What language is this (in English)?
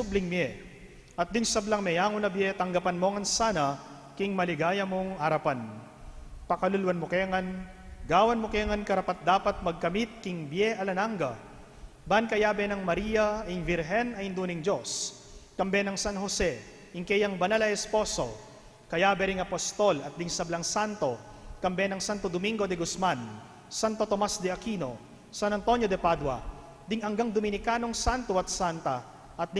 Pampanga